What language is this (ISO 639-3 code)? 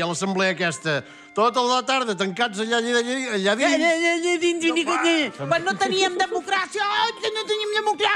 cat